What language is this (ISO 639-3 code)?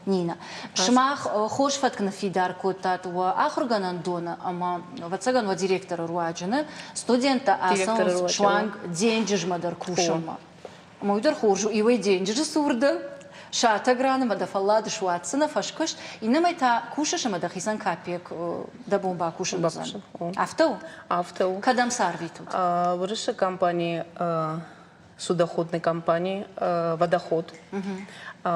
oss